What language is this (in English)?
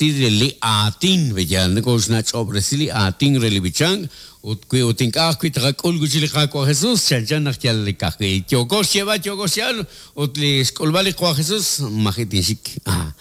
Kekchí